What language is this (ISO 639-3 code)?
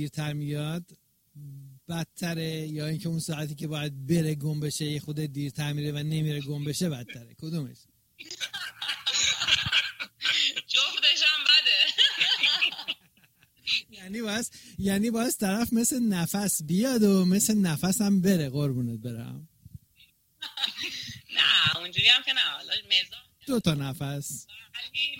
fas